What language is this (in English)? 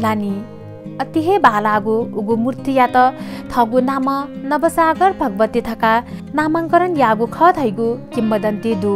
Newari